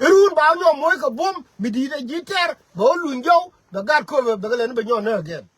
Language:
Nuer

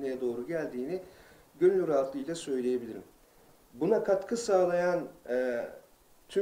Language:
Turkish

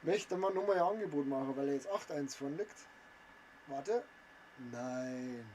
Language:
Bavarian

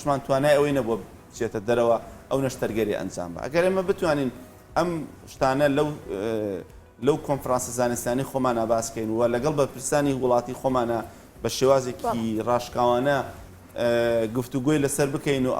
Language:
Central Kurdish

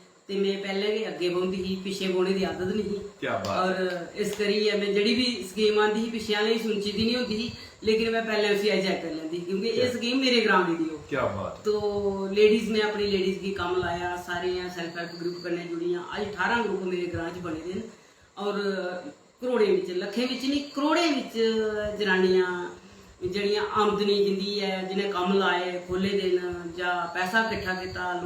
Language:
Dogri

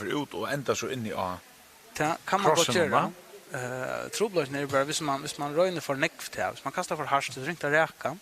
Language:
Faroese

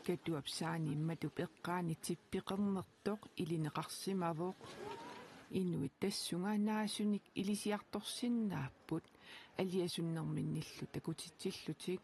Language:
Kalaallisut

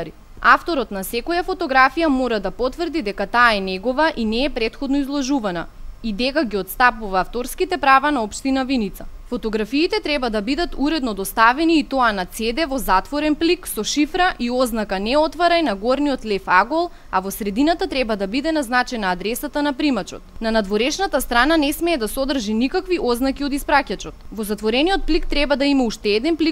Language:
Macedonian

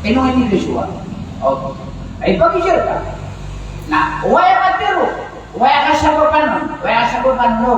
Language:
Maranao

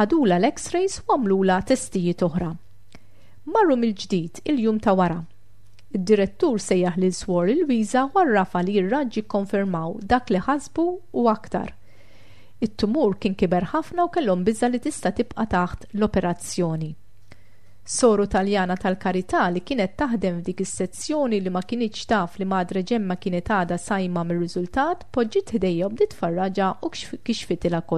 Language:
Maltese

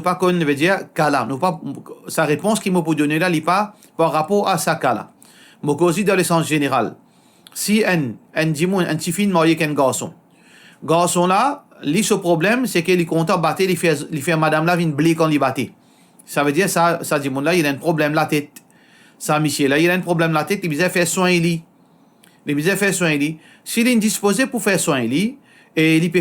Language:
Morisyen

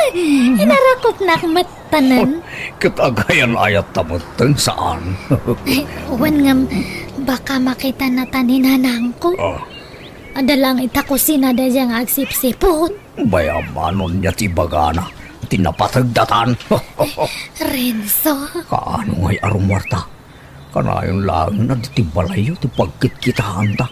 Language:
Iloko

